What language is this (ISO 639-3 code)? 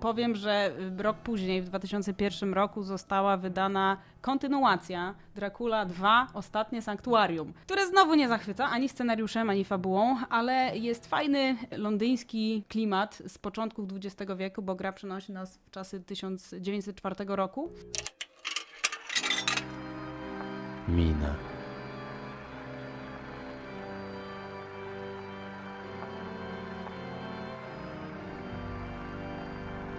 pol